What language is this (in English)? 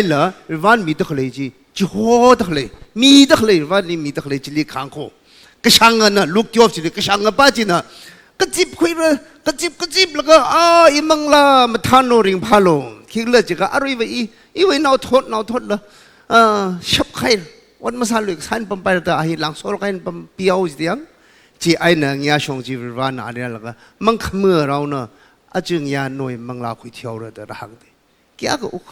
Tangkhul Naga (India)